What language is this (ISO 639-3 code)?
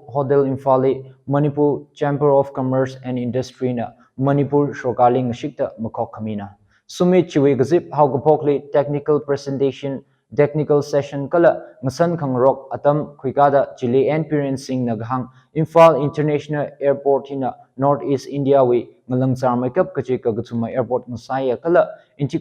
nmf